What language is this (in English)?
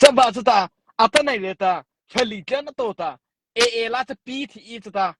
Mara Chin